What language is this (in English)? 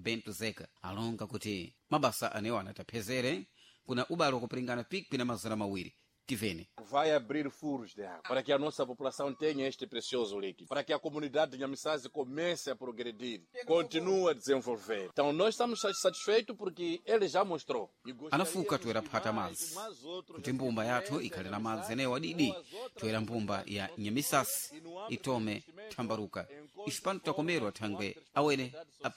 Sena